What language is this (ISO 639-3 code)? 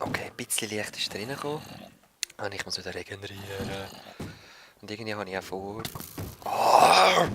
gsw